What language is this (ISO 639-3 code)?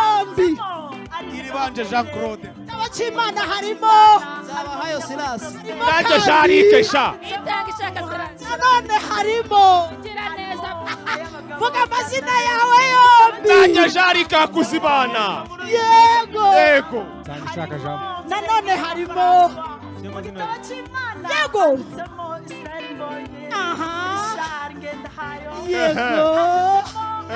kin